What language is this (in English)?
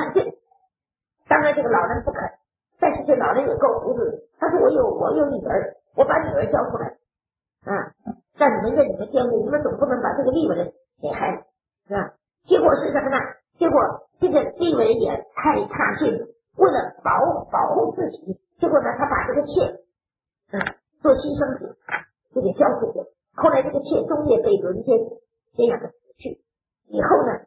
Chinese